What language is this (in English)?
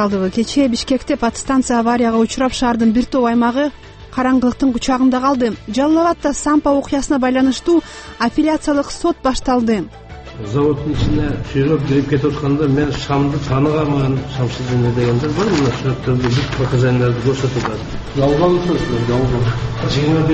Kyrgyz